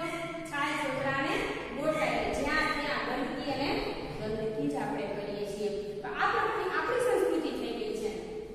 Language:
Gujarati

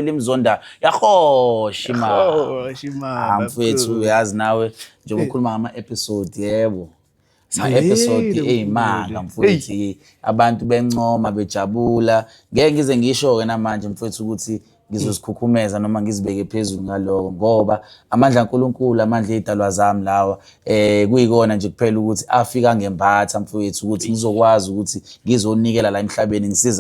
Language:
Zulu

